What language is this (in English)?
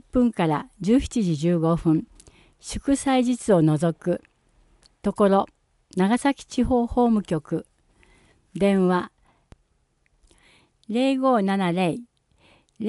Japanese